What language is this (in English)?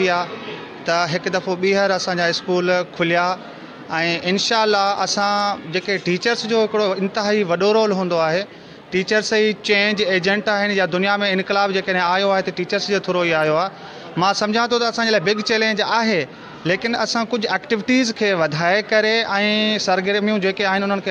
Sindhi